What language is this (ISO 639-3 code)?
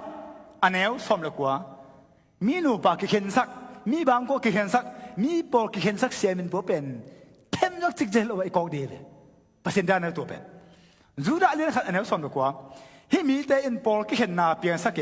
ctd